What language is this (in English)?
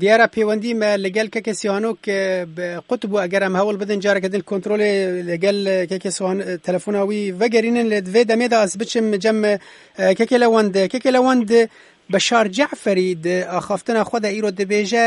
Kurdish